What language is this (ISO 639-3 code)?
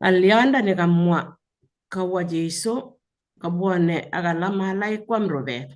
kln